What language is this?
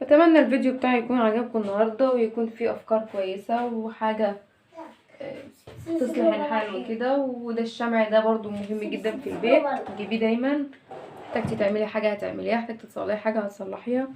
Egyptian Arabic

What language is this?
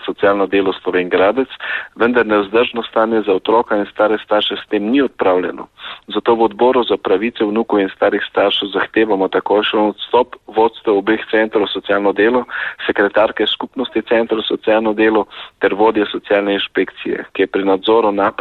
Slovenian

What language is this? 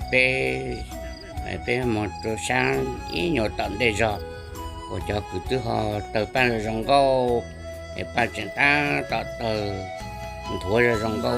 Hmong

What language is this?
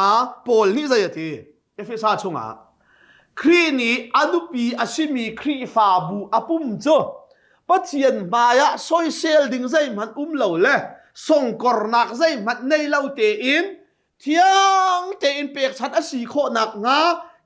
Hakha Chin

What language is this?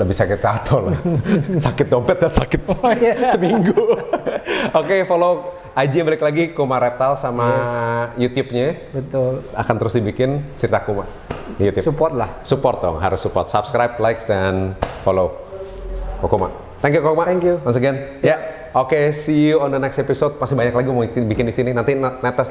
Indonesian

